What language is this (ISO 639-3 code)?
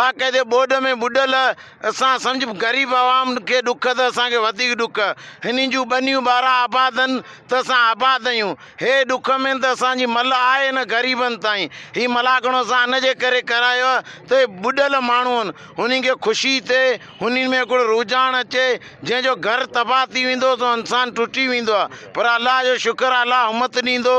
snd